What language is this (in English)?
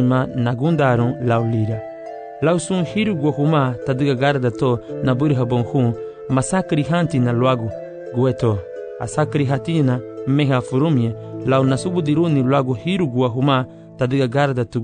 Garifuna